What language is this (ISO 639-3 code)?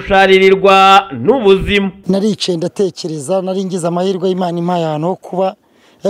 kin